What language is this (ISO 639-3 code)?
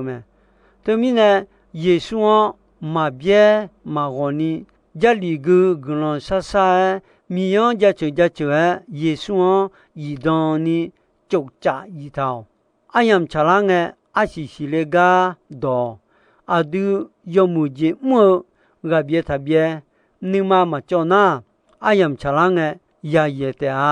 ahk